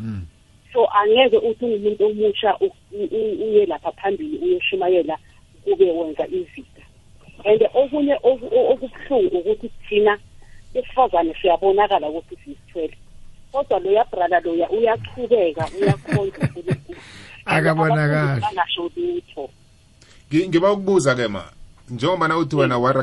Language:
South Ndebele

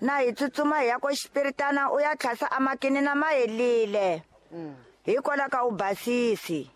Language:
Tsonga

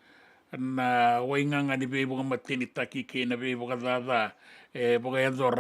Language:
Fijian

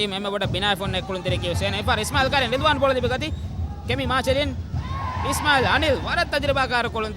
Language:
Divehi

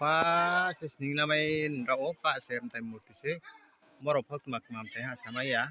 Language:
Riang (India)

